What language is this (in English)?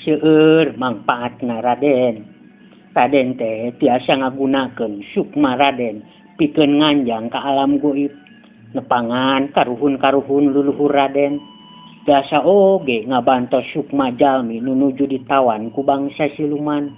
Sundanese